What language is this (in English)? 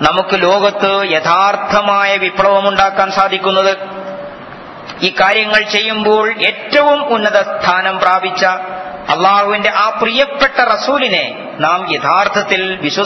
Malayalam